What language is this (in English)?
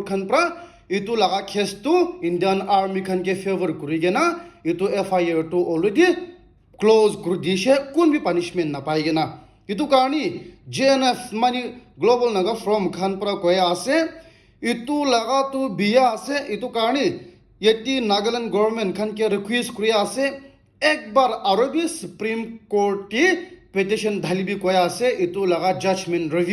Naga Pidgin